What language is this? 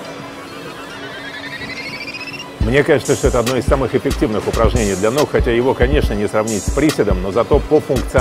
Russian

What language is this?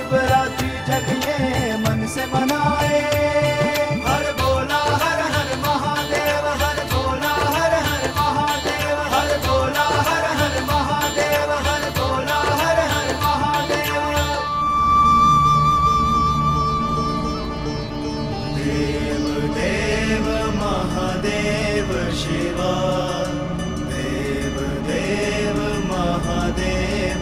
Hindi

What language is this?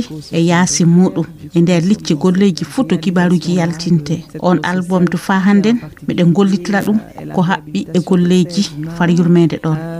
Fula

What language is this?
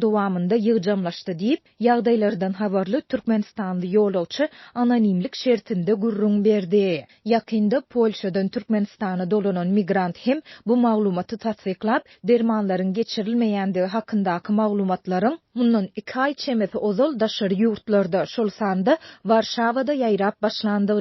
Turkmen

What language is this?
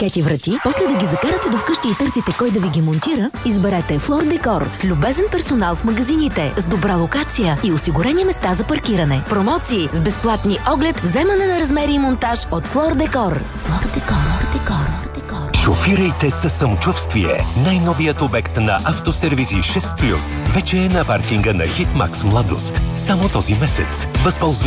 Bulgarian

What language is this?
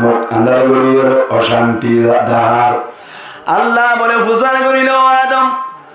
Rohingya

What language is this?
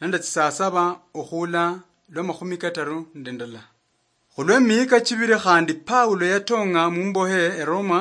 Luyia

